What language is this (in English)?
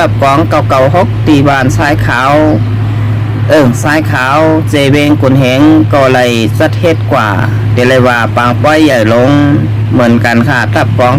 Shan